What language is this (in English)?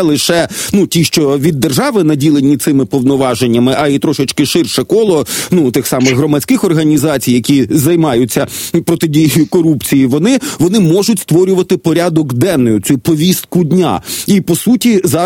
Ukrainian